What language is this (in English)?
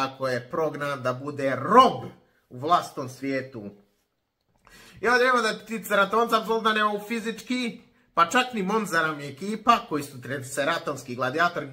Croatian